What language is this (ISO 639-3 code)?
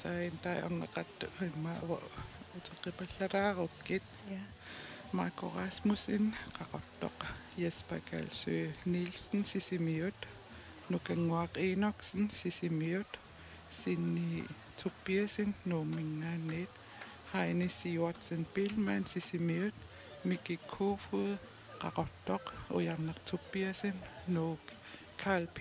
kal